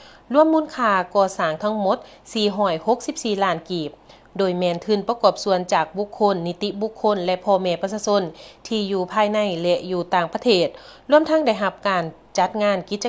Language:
Lao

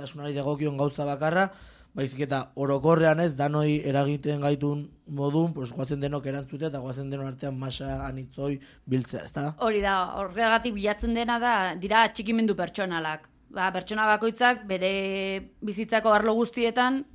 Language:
Basque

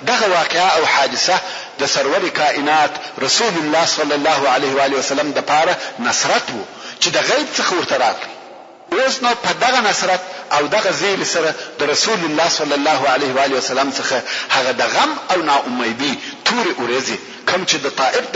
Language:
Pashto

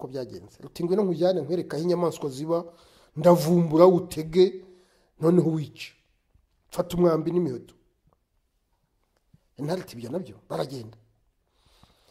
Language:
Kinyarwanda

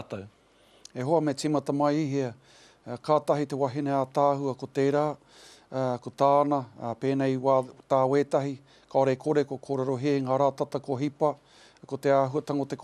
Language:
Māori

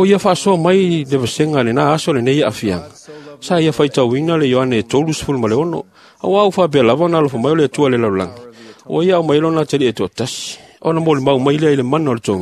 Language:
Samoan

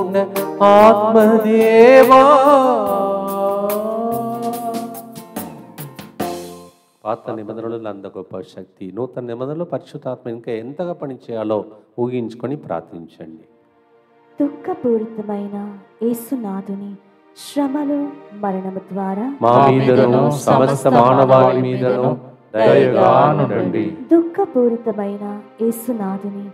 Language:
Telugu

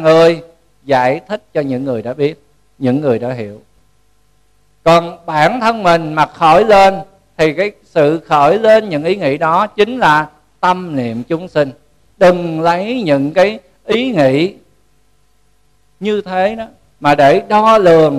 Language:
Vietnamese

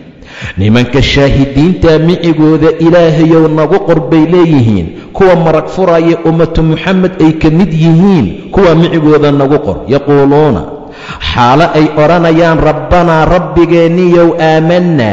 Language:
Somali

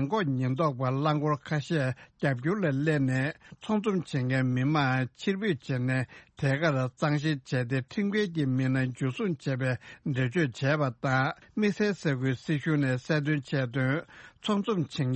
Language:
Tibetan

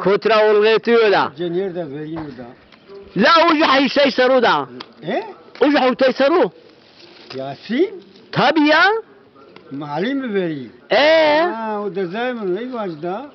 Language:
Zaza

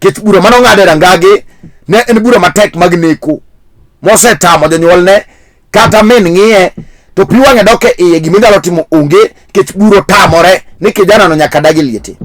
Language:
Luo (Kenya and Tanzania)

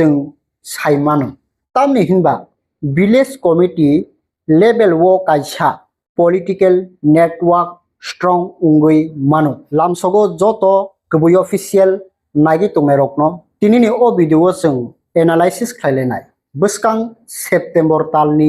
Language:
Kok Borok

